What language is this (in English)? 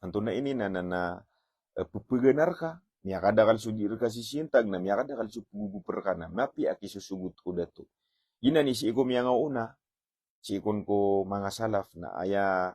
Maranao